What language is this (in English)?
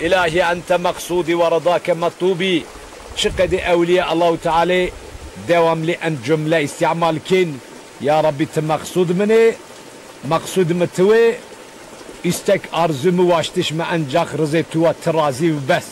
Zaza